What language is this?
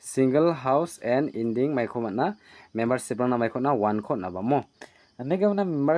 Garo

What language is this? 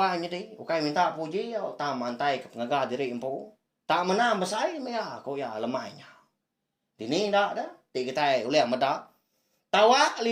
Iban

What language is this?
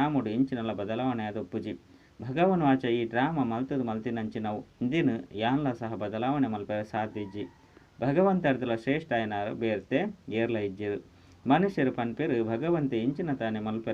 Tulu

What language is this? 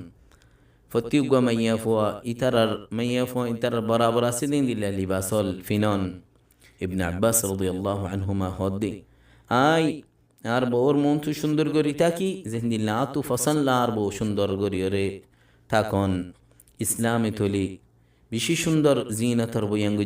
Rohingya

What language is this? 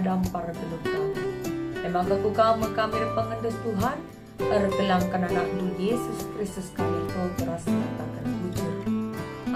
Batak Karo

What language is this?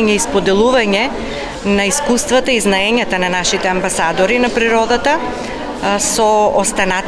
Macedonian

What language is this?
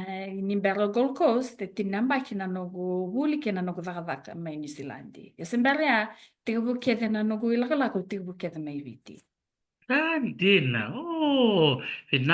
Fijian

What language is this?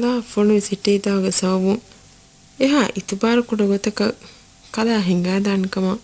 Divehi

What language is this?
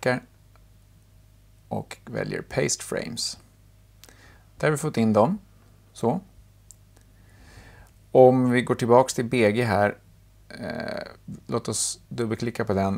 Swedish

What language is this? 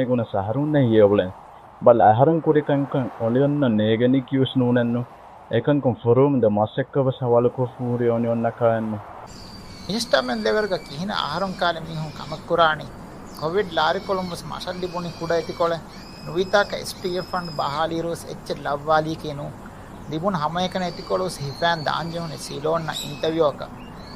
Divehi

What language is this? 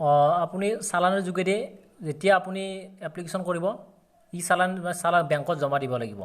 Assamese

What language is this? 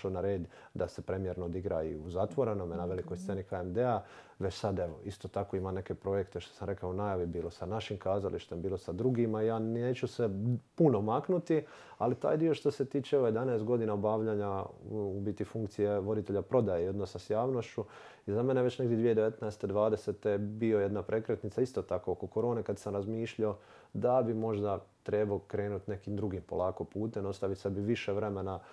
Croatian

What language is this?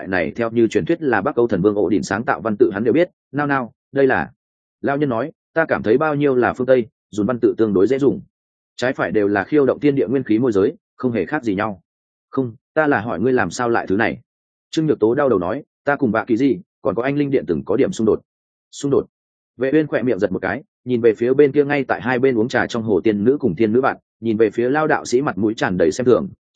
Vietnamese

